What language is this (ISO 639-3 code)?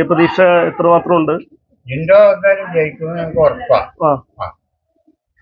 mal